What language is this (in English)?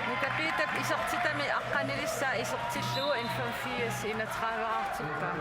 Kalaallisut